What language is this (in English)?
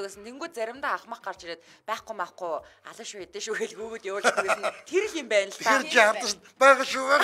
Mongolian